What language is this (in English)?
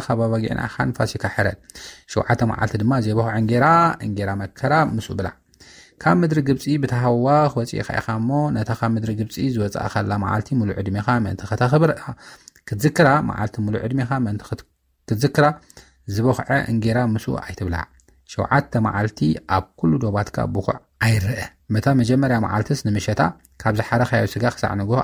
Tigrinya